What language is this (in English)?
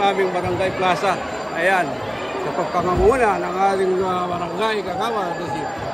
Filipino